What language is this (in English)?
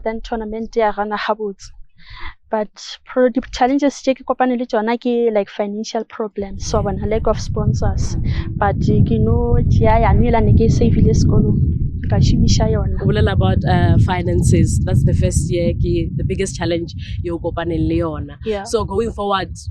Northern Sotho